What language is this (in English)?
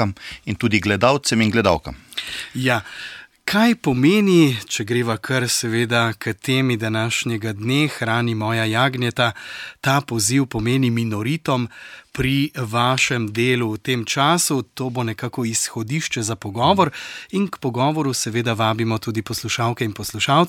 Slovenian